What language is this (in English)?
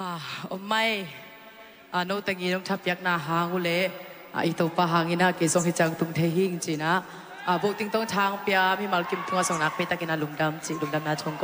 Tedim Chin